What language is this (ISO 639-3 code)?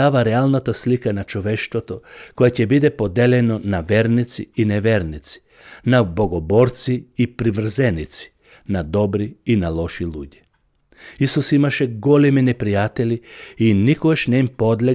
mkd